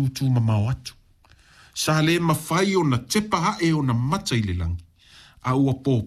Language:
Samoan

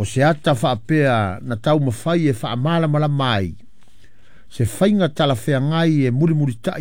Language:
Samoan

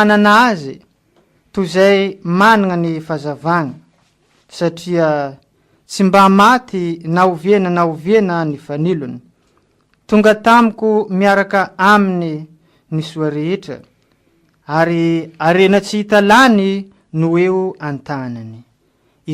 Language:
Malagasy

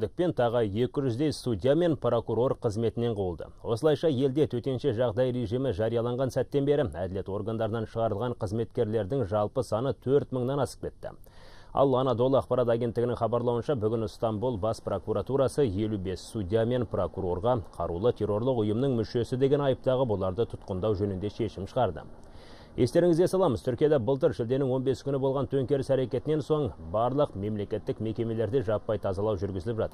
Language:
Kazakh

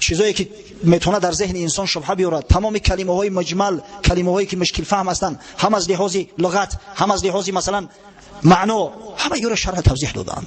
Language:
Tajik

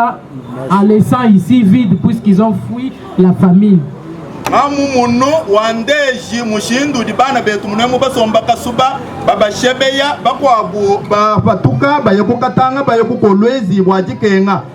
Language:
Luba-Lulua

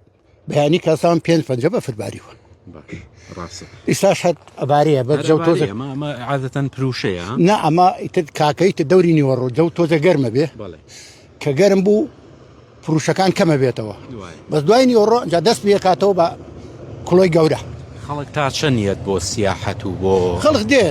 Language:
Central Kurdish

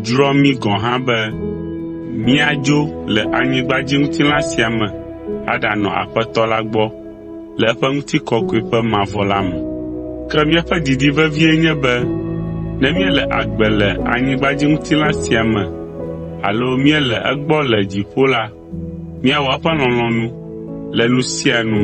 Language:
Ewe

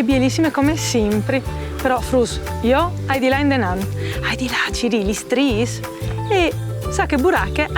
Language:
Friulian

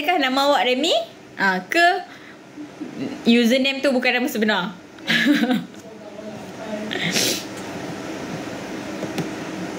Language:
Malay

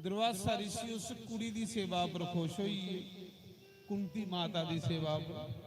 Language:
Dogri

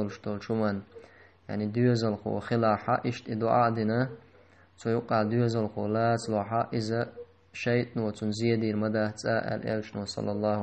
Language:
Chechen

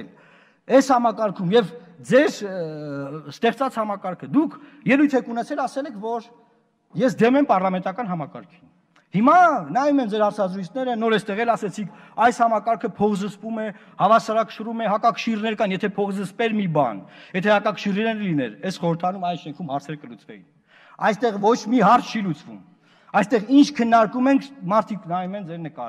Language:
Armenian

